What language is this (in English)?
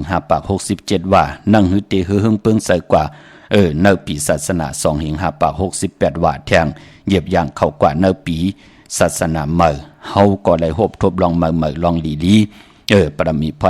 Shan